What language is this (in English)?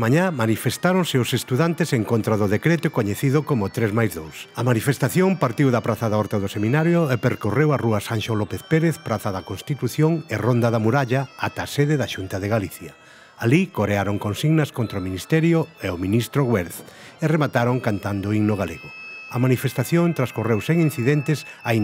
Galician